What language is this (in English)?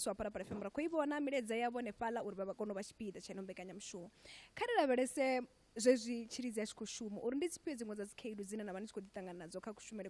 Venda